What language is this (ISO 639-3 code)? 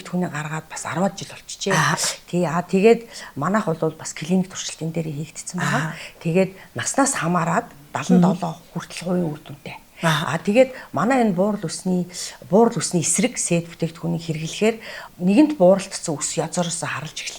mon